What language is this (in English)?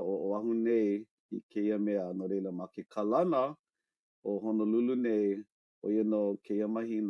Hawaiian